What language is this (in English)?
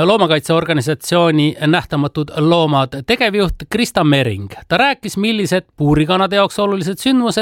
Estonian